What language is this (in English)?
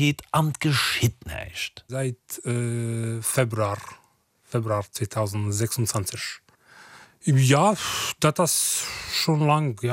Luxembourgish